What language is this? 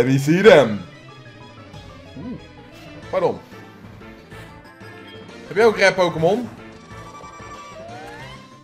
Dutch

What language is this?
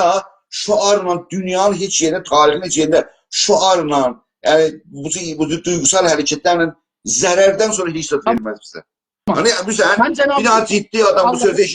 South Azerbaijani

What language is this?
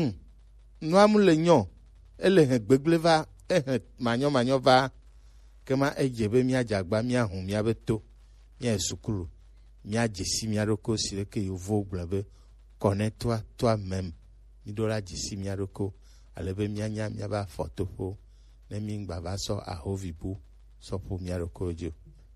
Gen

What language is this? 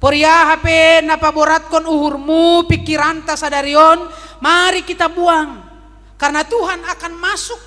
Batak Simalungun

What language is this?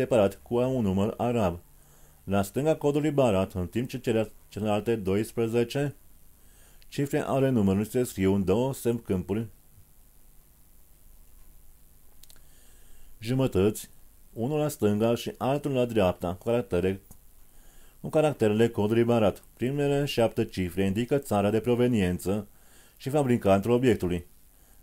Romanian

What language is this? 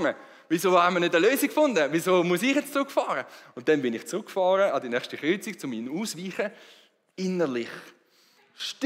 Swiss German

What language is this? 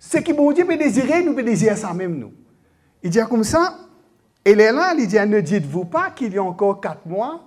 Morisyen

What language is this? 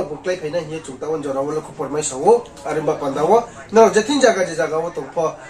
Riang (India)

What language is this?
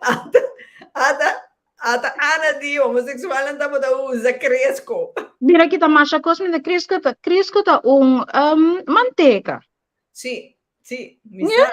Papiamento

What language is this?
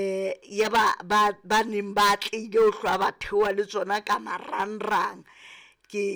Southern Sotho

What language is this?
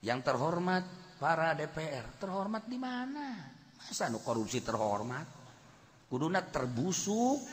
Sundanese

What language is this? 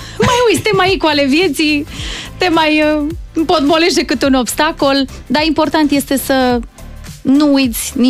Romanian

